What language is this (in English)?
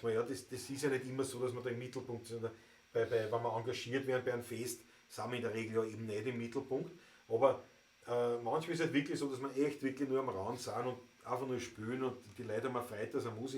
Bavarian